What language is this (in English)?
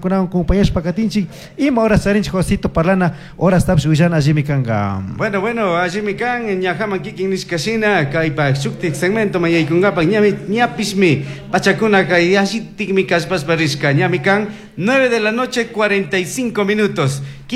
Chimborazo Highland Quichua